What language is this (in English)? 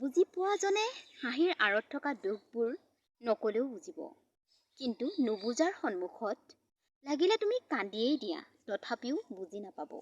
Assamese